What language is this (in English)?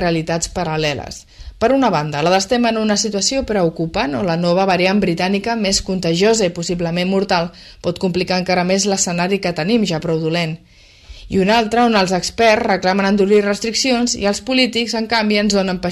Catalan